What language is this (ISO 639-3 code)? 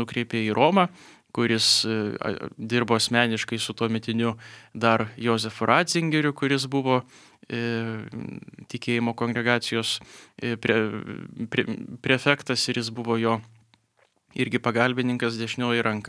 lit